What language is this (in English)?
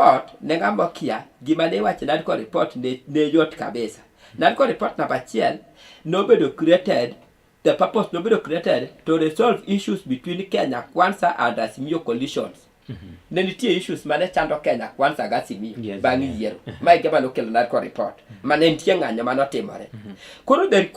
Luo (Kenya and Tanzania)